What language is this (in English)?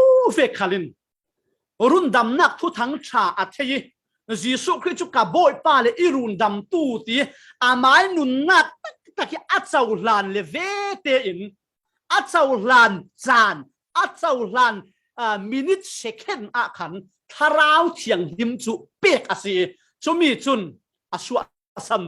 Falam Chin